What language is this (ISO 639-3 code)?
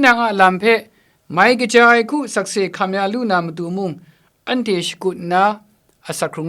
kac